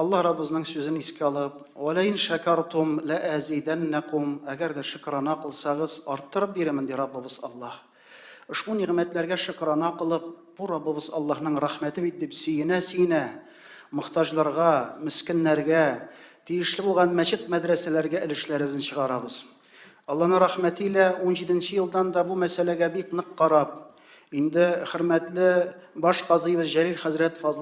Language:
Tatar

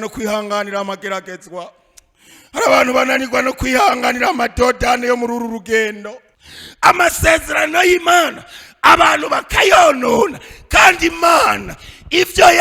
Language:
Rundi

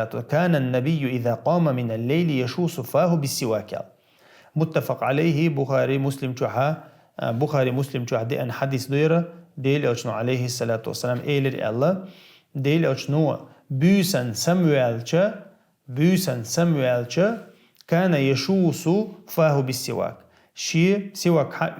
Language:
Chechen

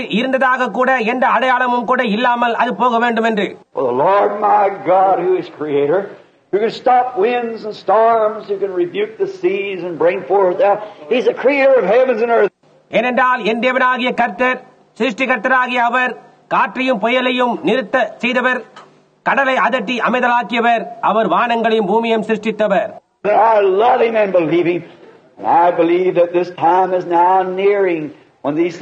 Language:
Tamil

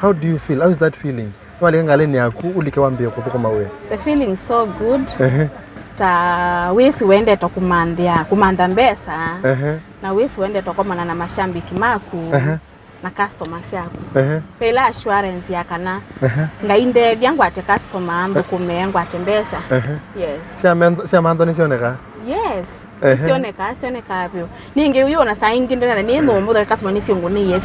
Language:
Kamba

